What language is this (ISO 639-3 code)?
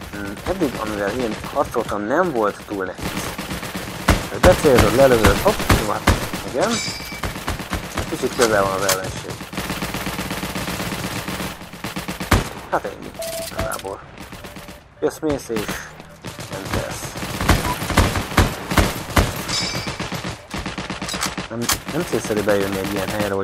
hun